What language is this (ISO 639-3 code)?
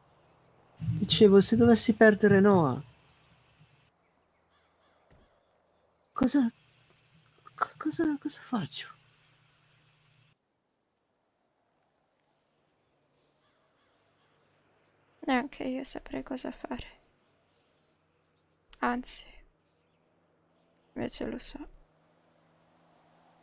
ita